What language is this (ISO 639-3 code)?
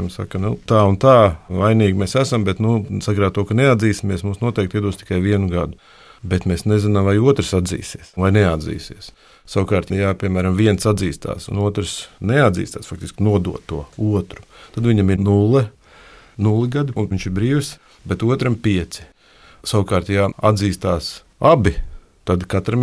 lav